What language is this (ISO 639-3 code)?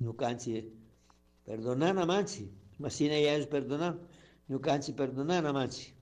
qug